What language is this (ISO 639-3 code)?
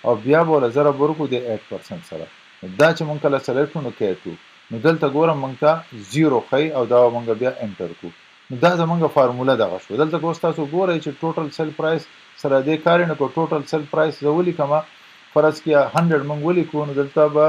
pus